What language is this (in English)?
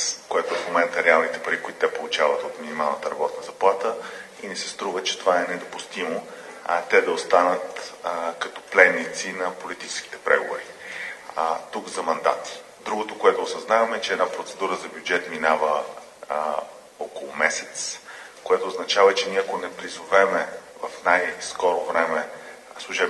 Bulgarian